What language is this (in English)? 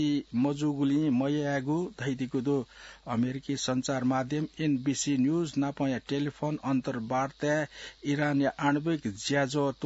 Newari